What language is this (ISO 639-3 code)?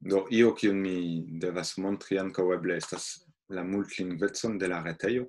epo